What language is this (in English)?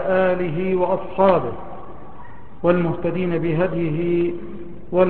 Arabic